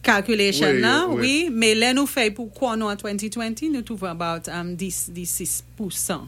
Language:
Saint Lucian Creole French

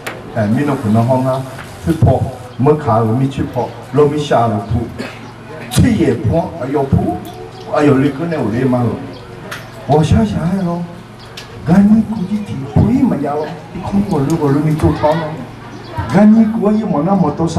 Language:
Akha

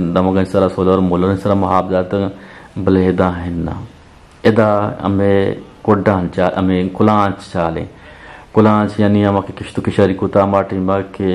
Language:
Eastern Balochi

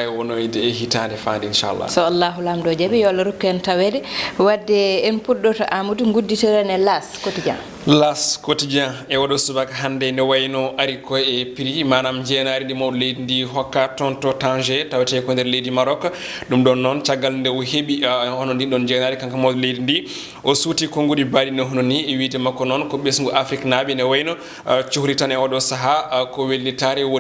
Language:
Fula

